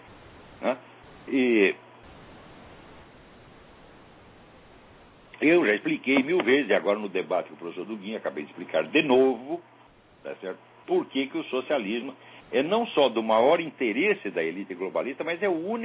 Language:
Portuguese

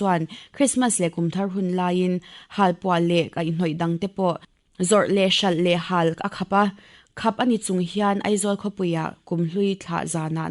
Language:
Mizo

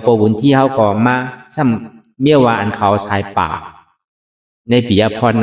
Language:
Shan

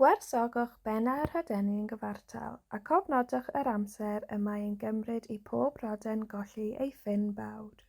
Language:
Welsh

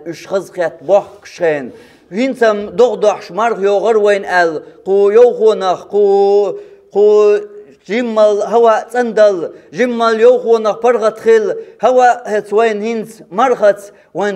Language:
Chechen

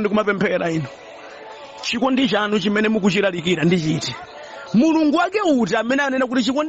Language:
Nyanja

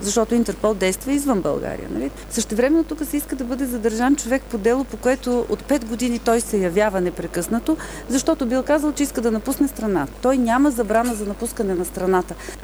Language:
Bulgarian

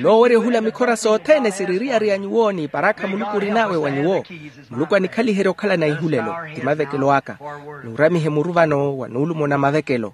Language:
Makhuwa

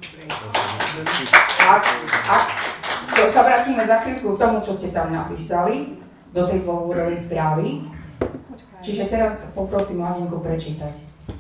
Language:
Slovak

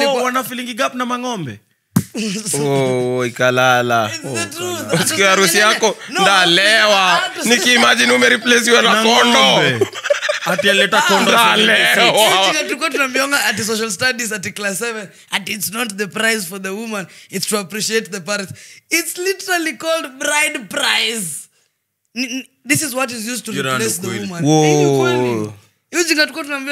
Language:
Swahili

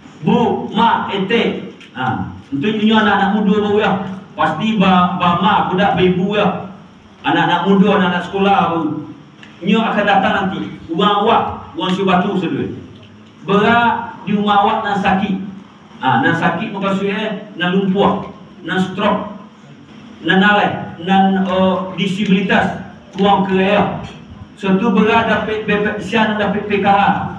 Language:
Minangkabau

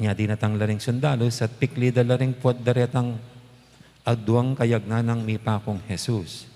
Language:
Pampanga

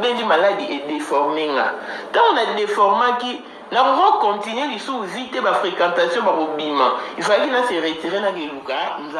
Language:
Lingala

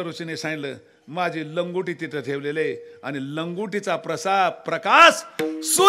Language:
Marathi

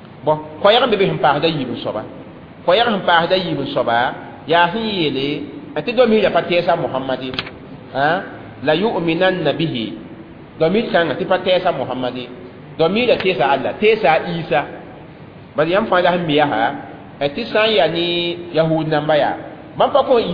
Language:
Mossi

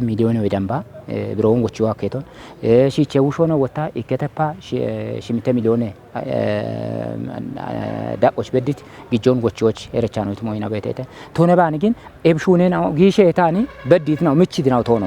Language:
Kafa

